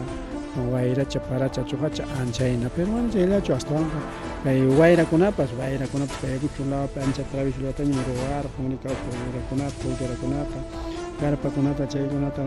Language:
Ayacucho Quechua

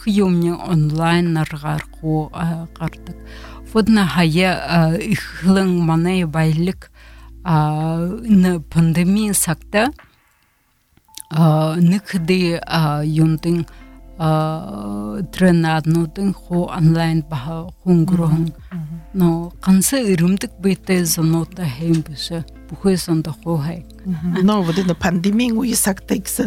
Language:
Buriat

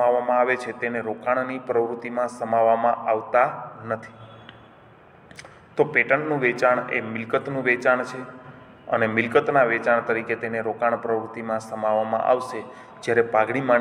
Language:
Gujarati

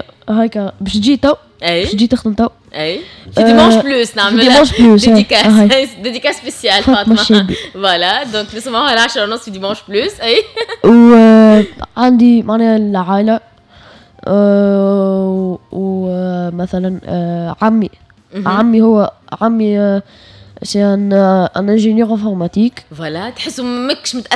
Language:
Tunisian Arabic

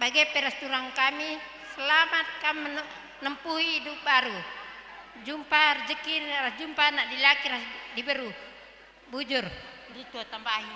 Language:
Batak Karo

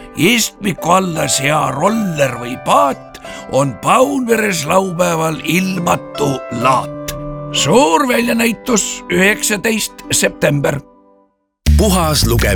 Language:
Estonian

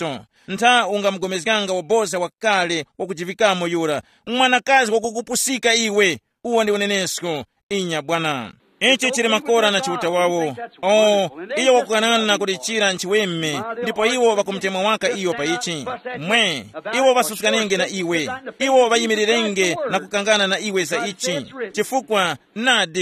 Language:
Tumbuka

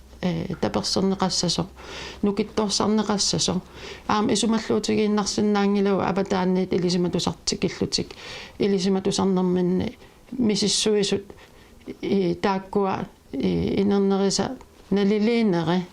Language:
Kalaallisut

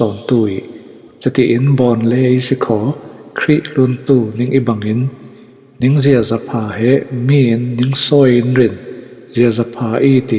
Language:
Falam Chin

